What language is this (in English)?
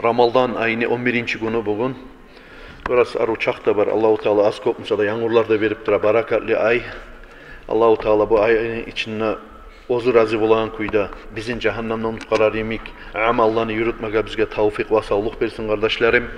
Kumyk